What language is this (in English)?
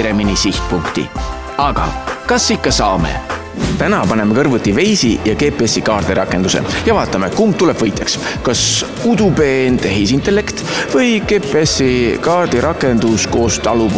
Estonian